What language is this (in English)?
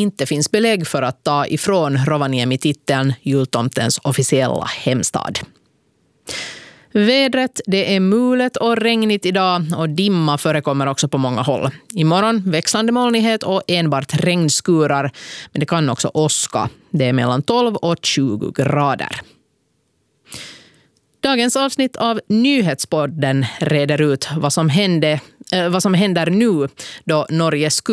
Swedish